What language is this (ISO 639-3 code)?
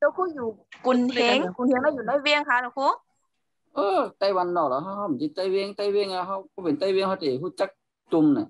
shn